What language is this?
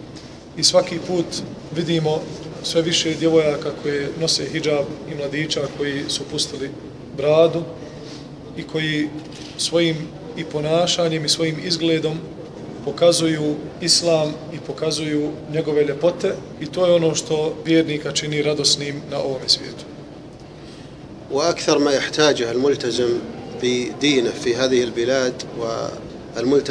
Bosnian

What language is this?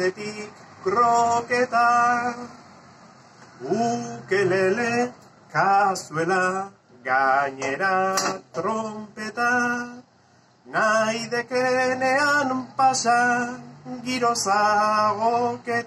Basque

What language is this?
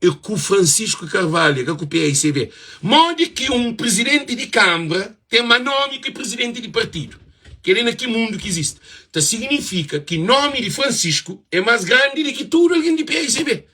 Kabuverdianu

